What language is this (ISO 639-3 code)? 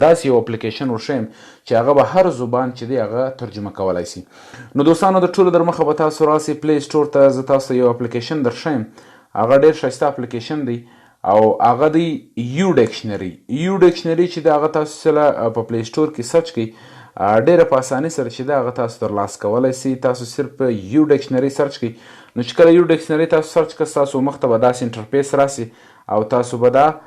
pus